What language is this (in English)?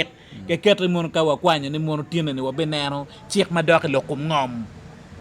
Acoli